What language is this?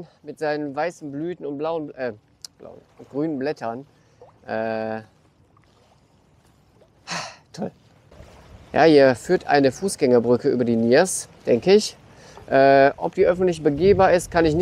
German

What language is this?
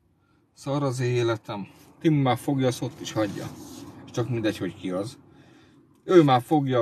Hungarian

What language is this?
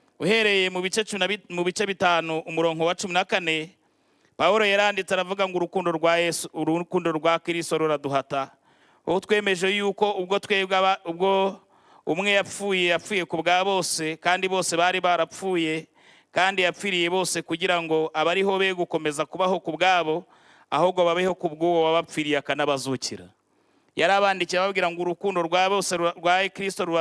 Kinyarwanda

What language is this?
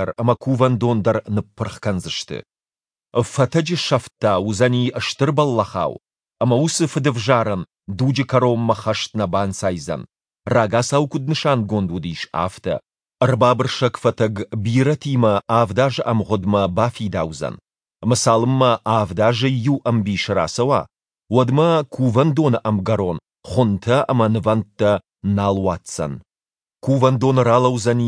Ossetic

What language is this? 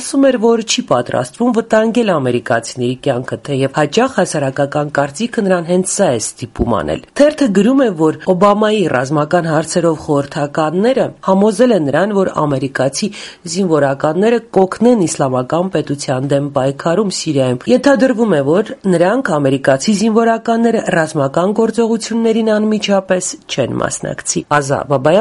Armenian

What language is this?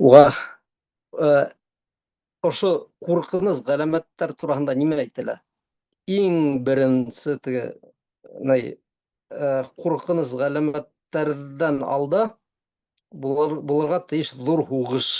Bashkir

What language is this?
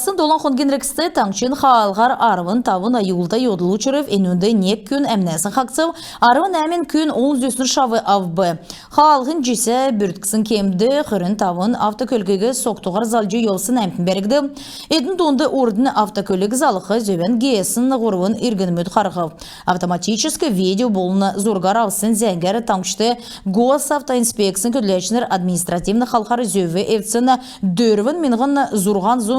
Kalmyk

